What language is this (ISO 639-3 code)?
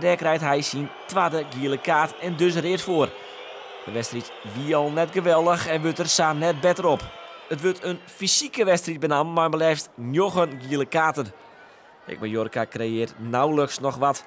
fry